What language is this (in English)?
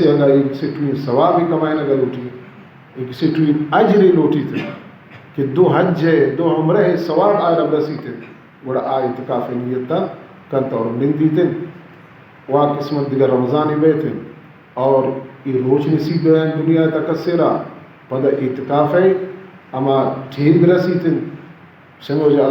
Baluchi